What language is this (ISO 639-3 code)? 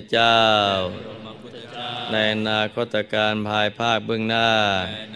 tha